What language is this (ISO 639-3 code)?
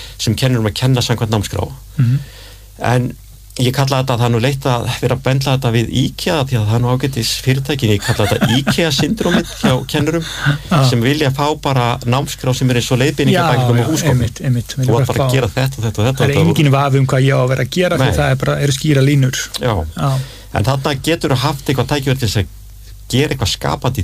isl